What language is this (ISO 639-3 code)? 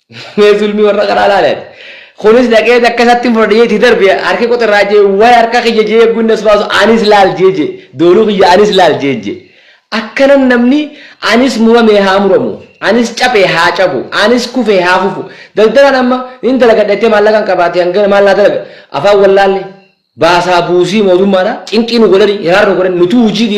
orm